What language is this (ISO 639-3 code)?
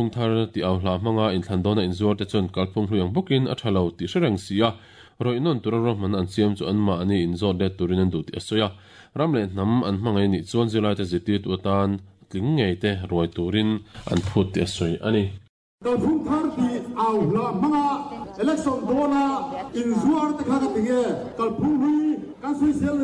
lus